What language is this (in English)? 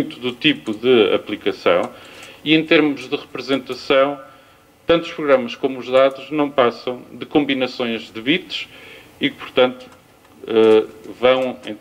Portuguese